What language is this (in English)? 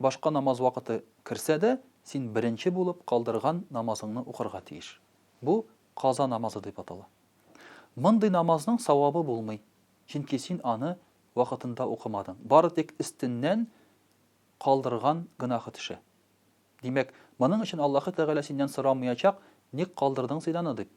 Tatar